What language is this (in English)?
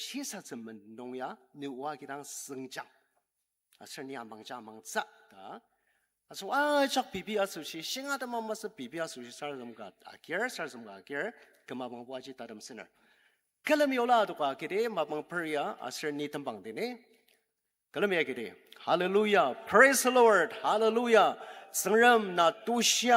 Ao Naga